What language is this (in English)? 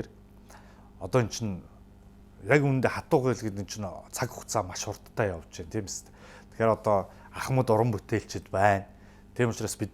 Mongolian